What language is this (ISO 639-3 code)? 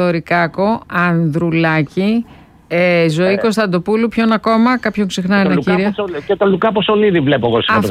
ell